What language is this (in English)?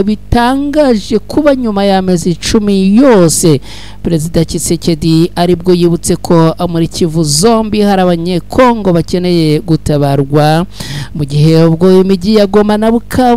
Kinyarwanda